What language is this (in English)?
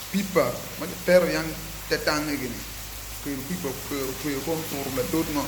Acoli